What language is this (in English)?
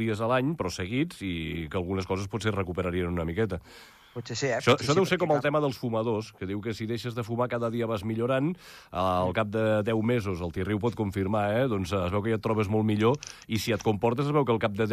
Catalan